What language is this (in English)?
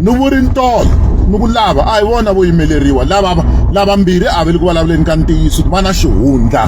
Tsonga